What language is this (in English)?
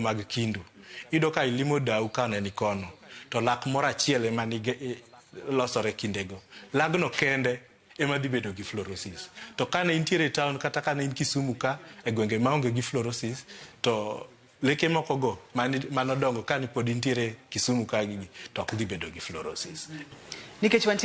Luo (Kenya and Tanzania)